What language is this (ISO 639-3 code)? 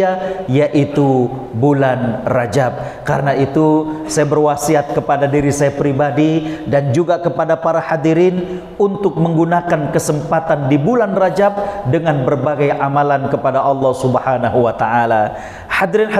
ind